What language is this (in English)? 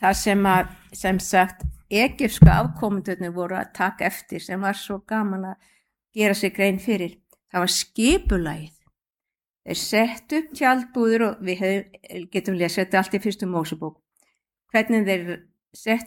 Icelandic